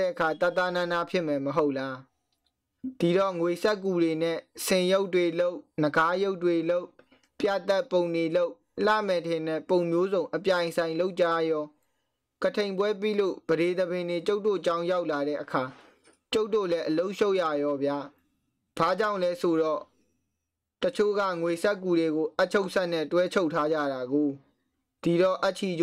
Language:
Burmese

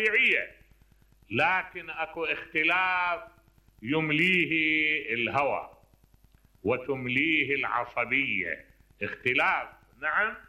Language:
Mesopotamian Arabic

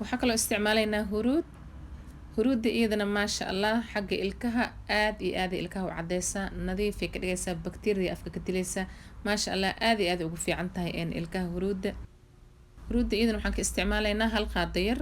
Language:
Somali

